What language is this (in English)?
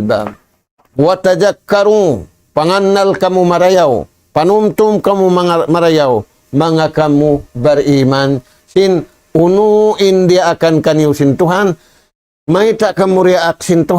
Tausug